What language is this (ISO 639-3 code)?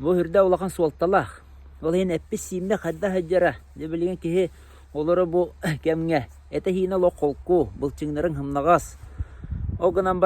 sah